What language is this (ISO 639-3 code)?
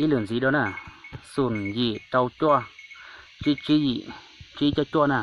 hmn